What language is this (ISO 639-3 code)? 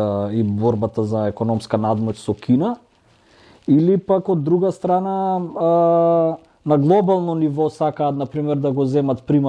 mkd